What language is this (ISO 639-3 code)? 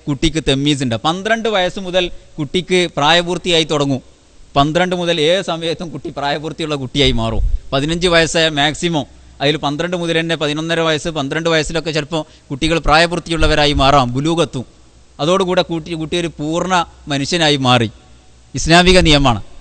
mal